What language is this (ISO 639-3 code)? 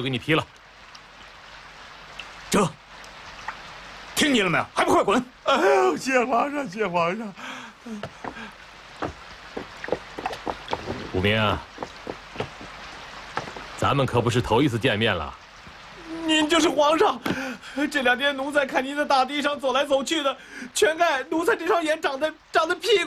zho